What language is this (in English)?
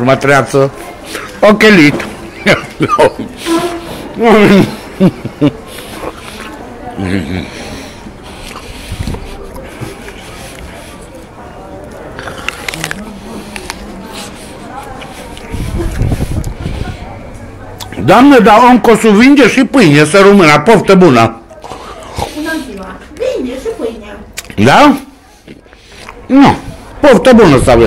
Romanian